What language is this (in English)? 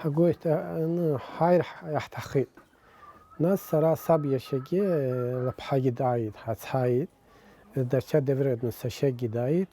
Abkhazian